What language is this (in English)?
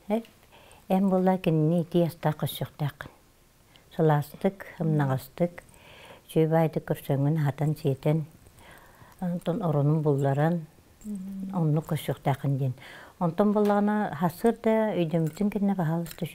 Yakut